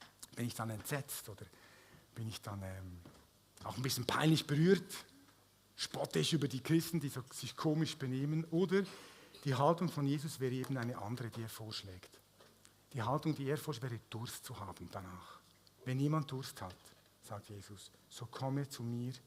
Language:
Swiss German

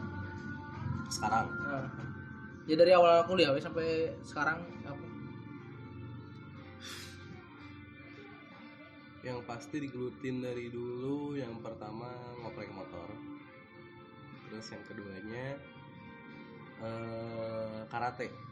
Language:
Indonesian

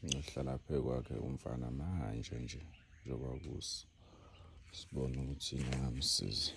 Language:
Zulu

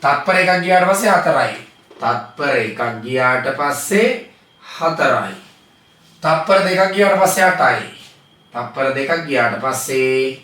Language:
Sinhala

